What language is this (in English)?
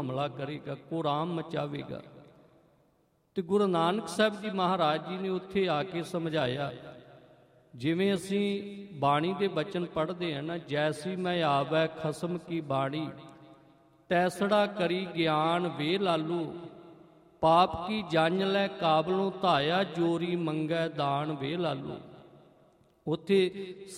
Punjabi